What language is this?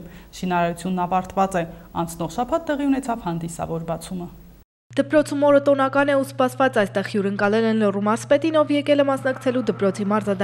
Armenian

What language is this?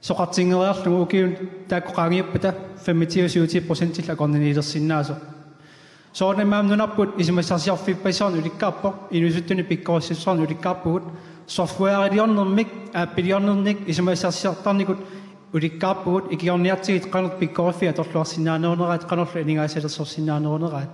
Kalaallisut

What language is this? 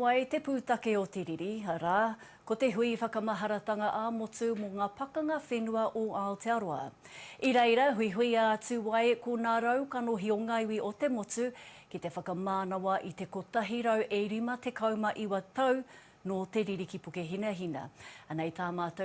Māori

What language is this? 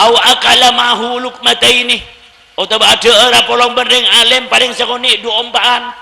Madurese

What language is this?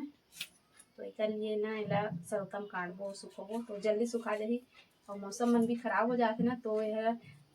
Chhattisgarhi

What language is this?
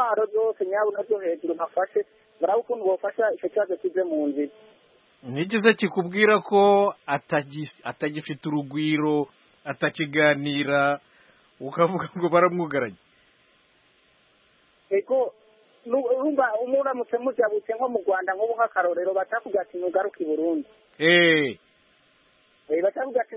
Kinyarwanda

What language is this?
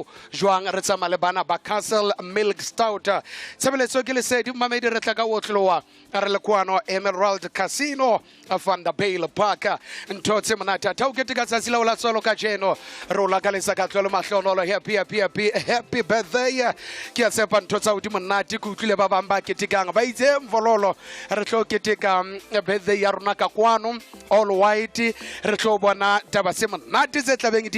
Southern Sotho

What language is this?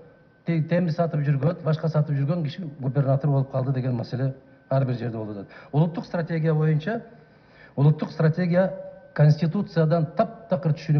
Kyrgyz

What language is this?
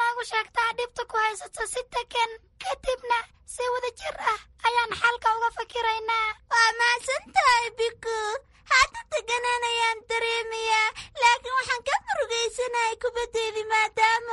Somali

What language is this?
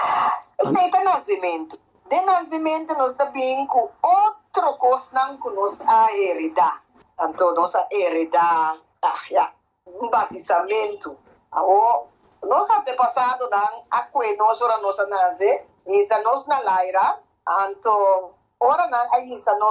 Papiamento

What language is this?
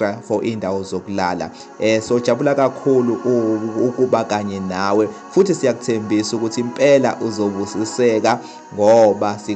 Zulu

